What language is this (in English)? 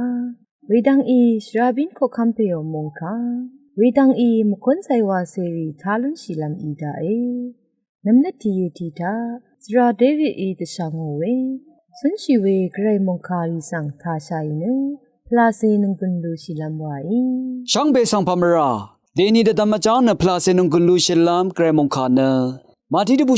Rawang